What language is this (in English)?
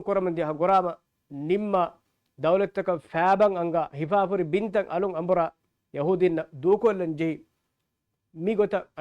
Divehi